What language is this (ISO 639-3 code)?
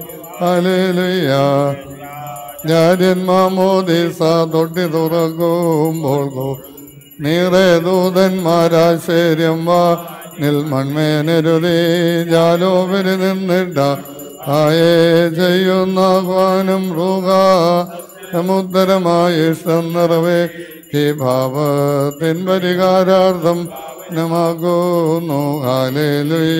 mal